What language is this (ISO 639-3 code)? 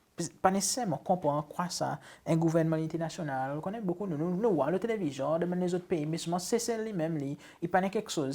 crs